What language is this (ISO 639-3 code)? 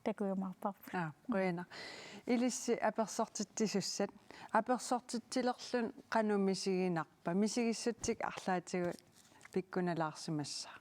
kal